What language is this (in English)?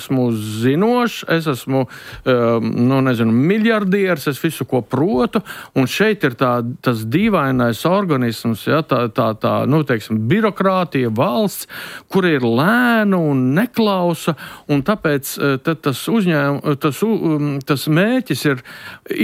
Latvian